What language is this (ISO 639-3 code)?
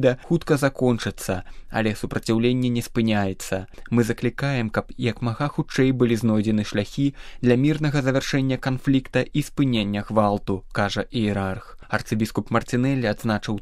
bel